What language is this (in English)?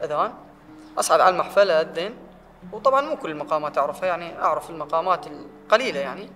Mesopotamian Arabic